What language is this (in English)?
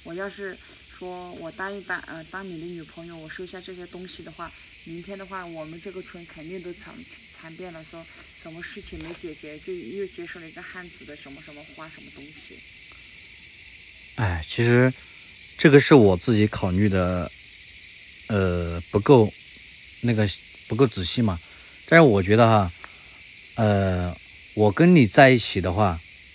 Chinese